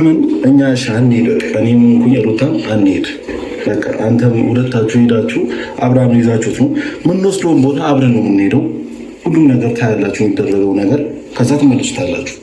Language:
Amharic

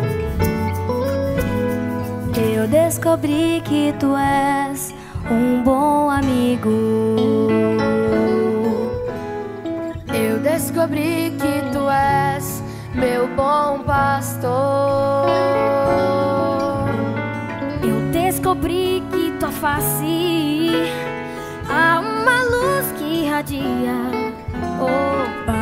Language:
Portuguese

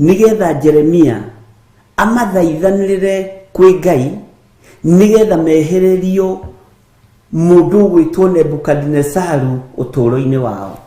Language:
Kikuyu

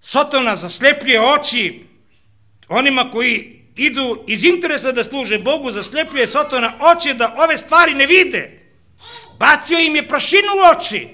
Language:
Serbian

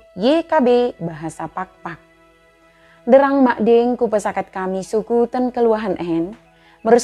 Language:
Batak Dairi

